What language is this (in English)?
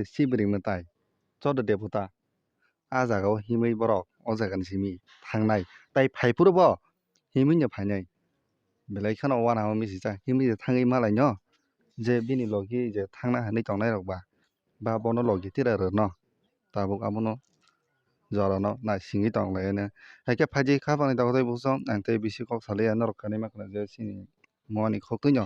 Kok Borok